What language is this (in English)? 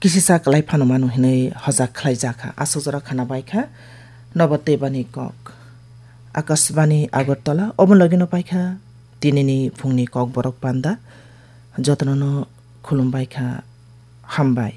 Kok Borok